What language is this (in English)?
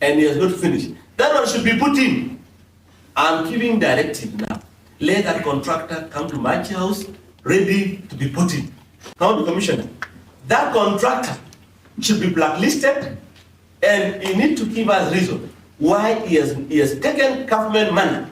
Kamba